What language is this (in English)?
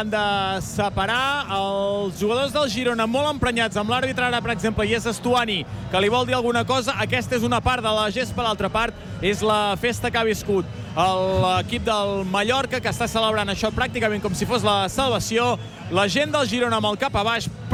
Catalan